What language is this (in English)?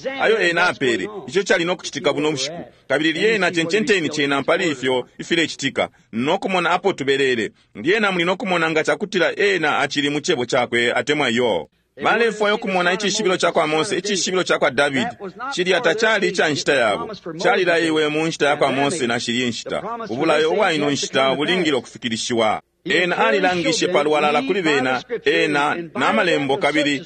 Bemba